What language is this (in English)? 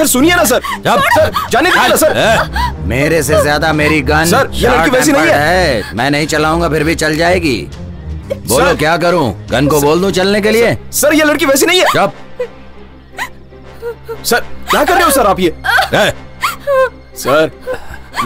Hindi